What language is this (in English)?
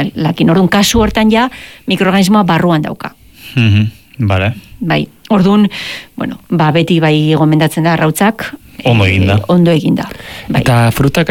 Basque